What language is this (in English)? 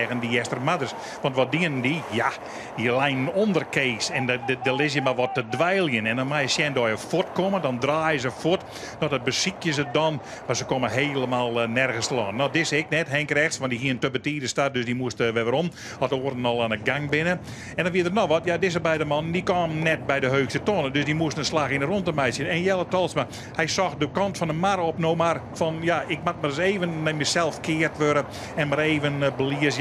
Western Frisian